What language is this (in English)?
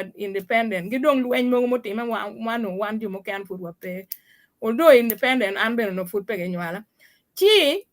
Acoli